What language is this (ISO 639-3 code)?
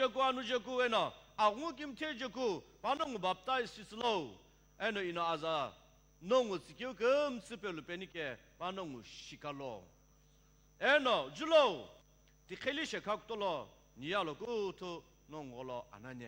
nsm